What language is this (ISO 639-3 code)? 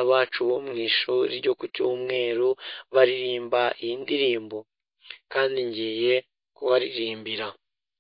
kin